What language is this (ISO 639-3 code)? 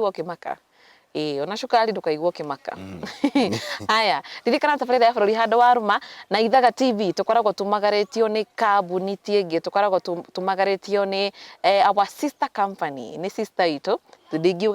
kik